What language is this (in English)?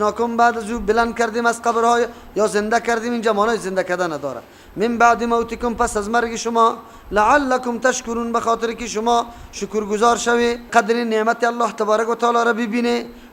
Persian